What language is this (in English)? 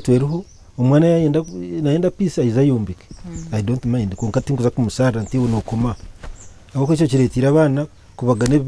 Nyankole